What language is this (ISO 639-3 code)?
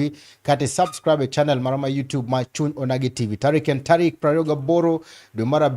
luo